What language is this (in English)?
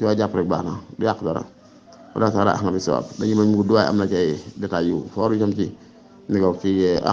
Wolof